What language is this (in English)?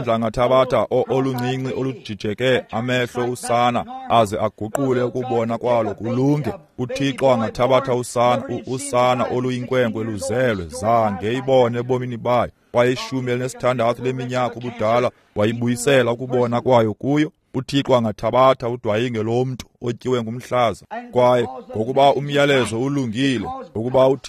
Xhosa